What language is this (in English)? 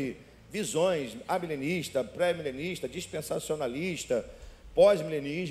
Portuguese